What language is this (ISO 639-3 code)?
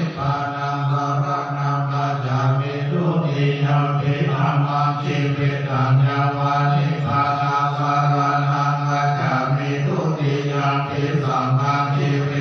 pli